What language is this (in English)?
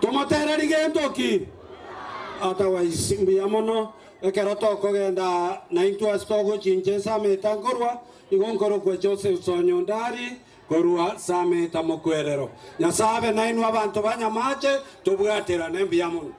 Gusii